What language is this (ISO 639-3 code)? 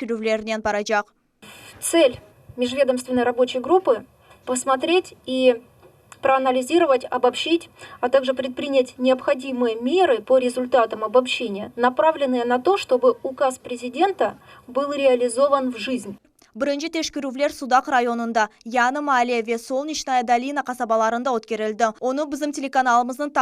crh